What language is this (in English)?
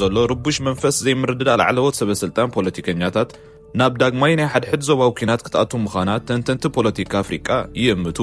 Tigrinya